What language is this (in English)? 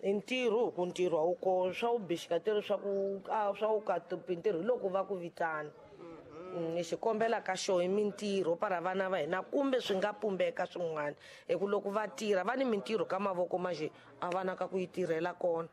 Tsonga